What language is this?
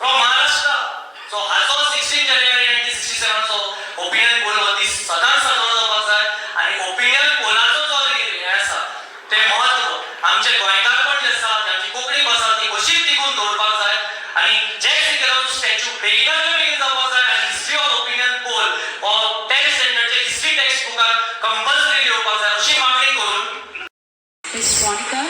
Konkani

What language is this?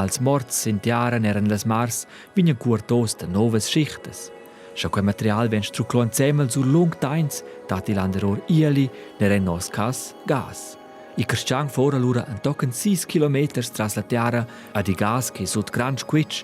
Romansh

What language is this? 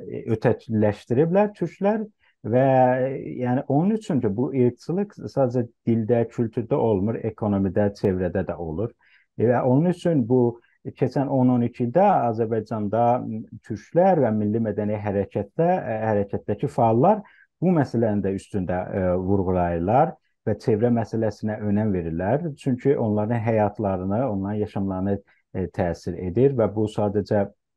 South Azerbaijani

